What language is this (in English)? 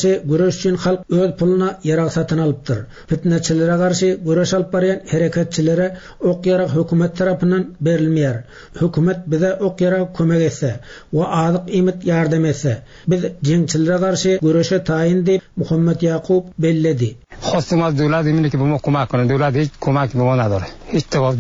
Turkmen